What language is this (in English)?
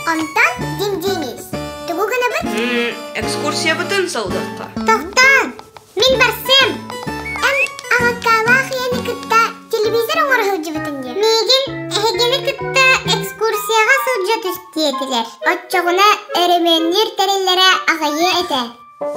Yakut